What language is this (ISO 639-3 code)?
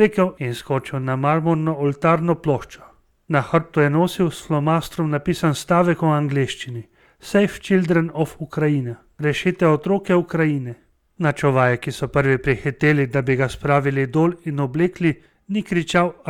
slv